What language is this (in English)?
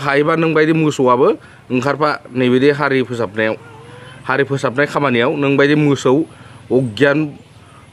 Bodo